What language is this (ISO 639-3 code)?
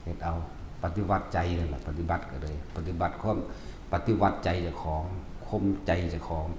tts